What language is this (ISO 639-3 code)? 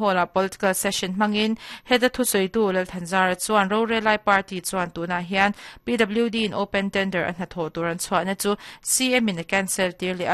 lus